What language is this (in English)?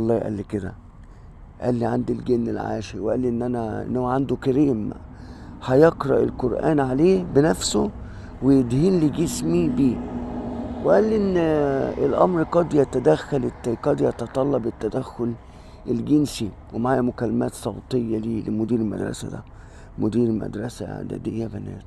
Egyptian Arabic